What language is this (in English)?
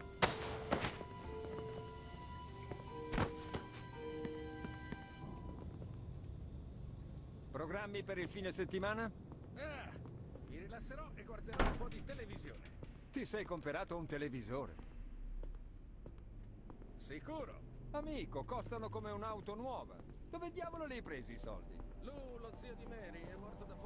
Italian